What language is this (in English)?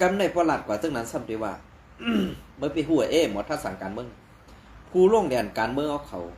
Shan